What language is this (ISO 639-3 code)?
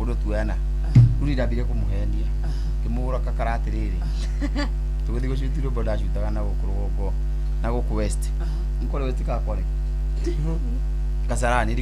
kik